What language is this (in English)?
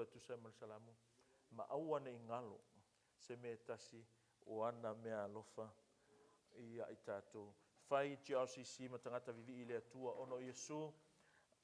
Samoan